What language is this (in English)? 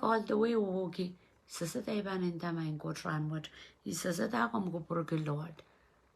Pohnpeian